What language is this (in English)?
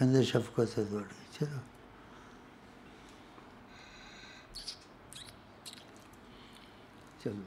Urdu